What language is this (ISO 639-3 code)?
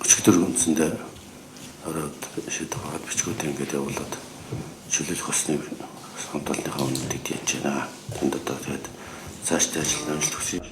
mon